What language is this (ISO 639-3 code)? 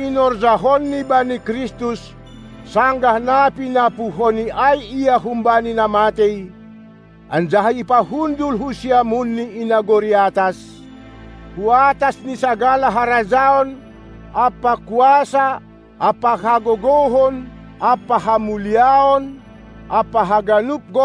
bts